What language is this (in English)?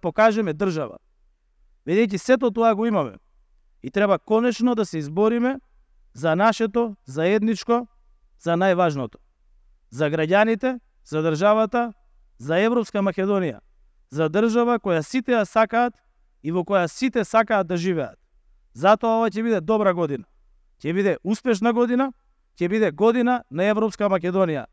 Macedonian